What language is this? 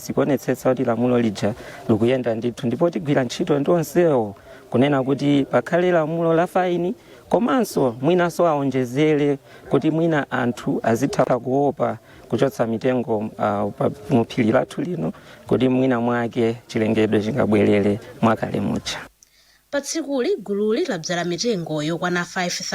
Nyanja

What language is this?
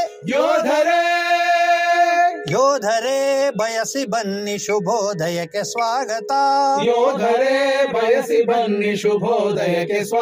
Kannada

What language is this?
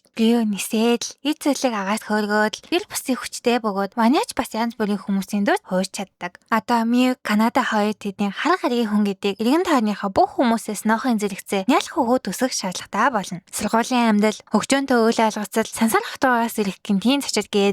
Mongolian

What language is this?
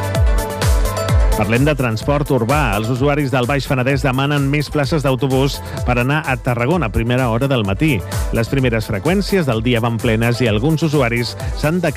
Catalan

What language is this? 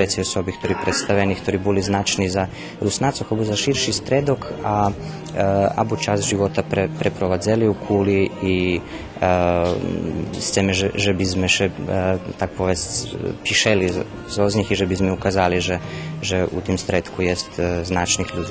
Rusyn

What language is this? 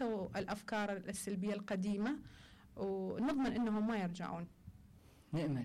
Mesopotamian Arabic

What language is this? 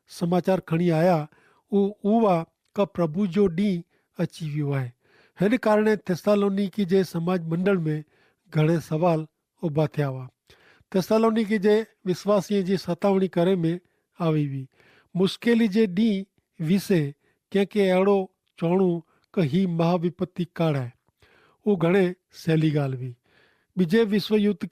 Kachhi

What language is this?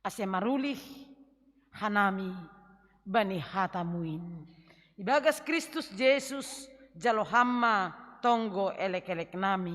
Batak Simalungun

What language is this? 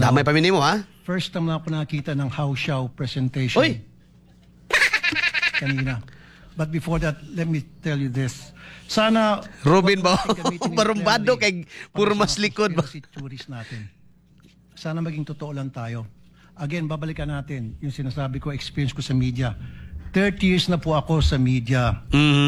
Filipino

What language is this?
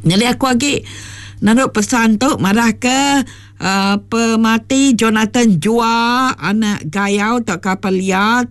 Iban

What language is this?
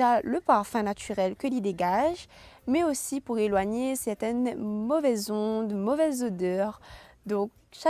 Réunion Creole French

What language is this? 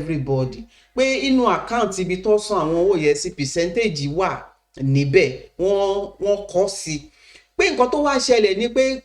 Yoruba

